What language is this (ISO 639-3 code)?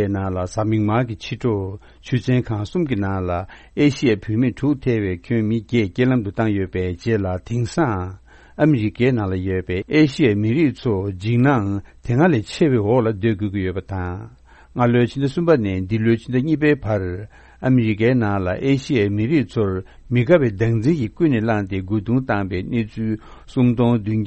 bod